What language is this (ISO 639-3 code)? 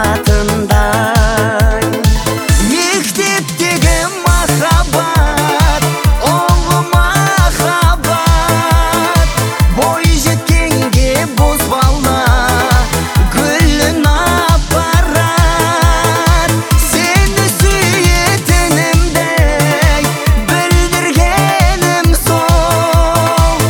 kaz